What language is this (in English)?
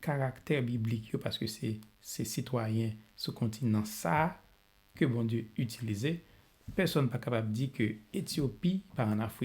Haitian Creole